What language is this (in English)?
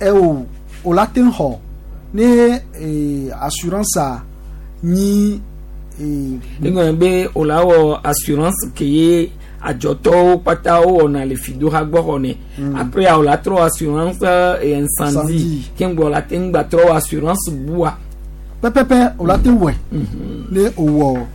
Gen